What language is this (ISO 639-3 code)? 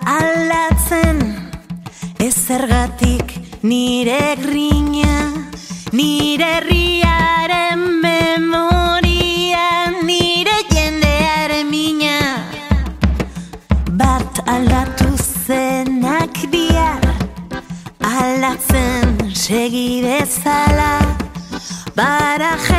eus